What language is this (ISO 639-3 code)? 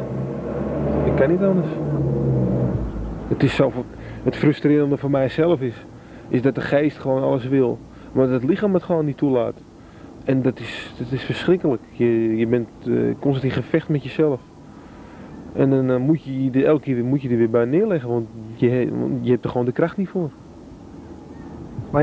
nld